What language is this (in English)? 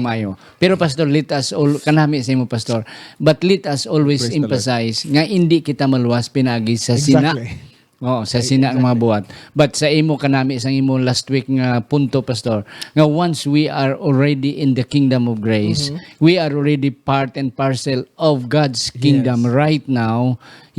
Hiligaynon